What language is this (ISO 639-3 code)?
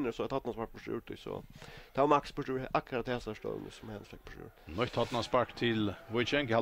fao